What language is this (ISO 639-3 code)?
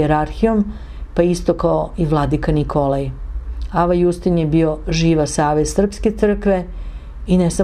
srp